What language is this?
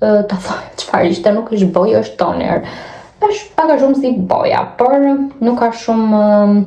Albanian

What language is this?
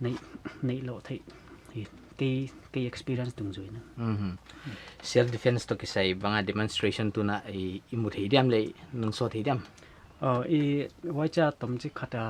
Paite Chin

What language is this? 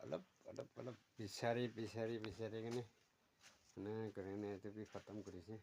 Naga Pidgin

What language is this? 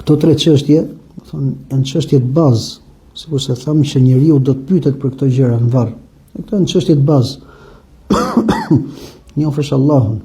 Albanian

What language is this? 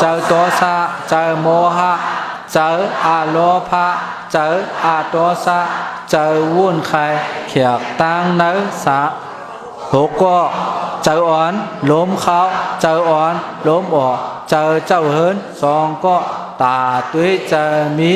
Shan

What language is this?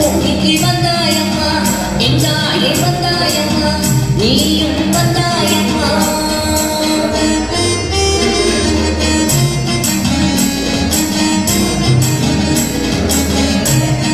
Tamil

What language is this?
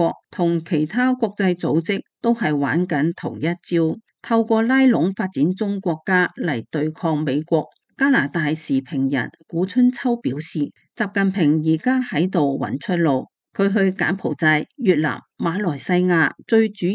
Cantonese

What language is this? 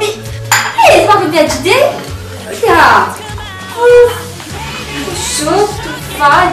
Morisyen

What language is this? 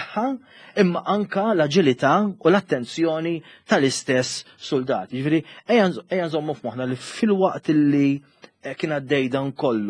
Maltese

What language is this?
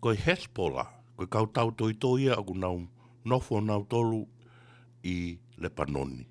Tongan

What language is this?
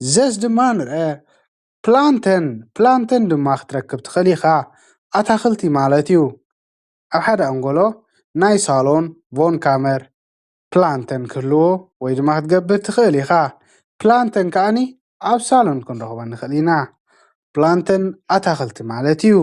Tigrinya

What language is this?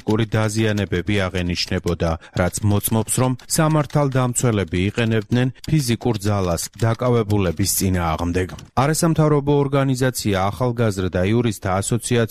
Georgian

